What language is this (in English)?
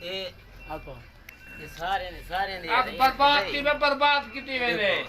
Saraiki